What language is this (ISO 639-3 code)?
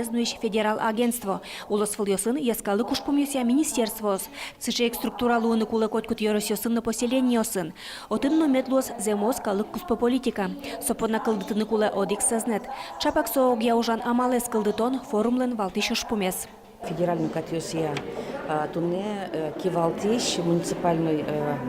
udm